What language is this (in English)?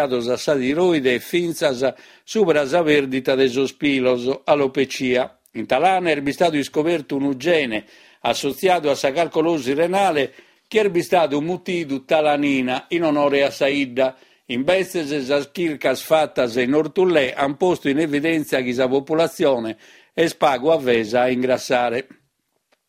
Sardinian